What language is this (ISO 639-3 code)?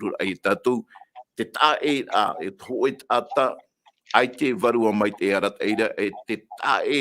tah